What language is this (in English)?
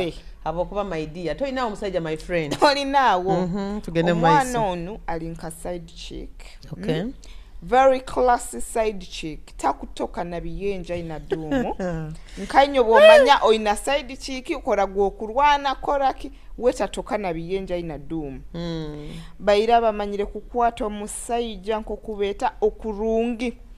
Nyoro